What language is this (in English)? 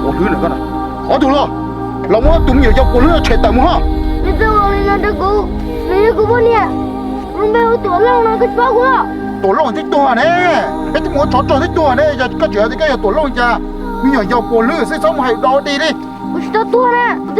Hmong